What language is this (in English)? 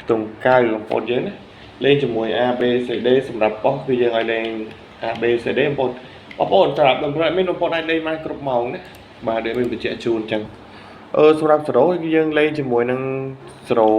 Khmer